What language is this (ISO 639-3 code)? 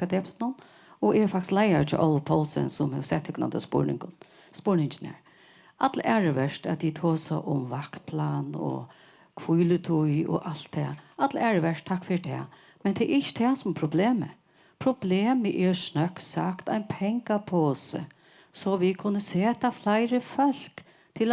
fao